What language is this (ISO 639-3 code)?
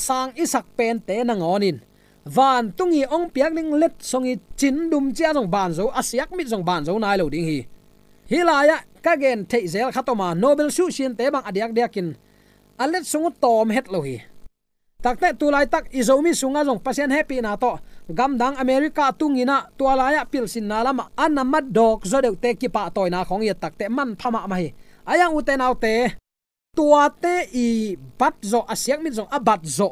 ctd